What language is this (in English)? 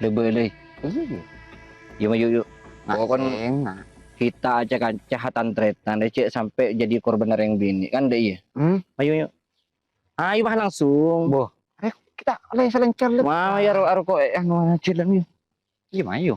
Madurese